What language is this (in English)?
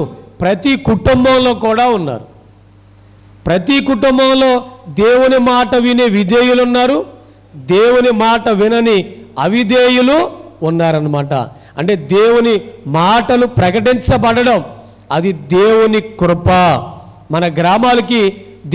Telugu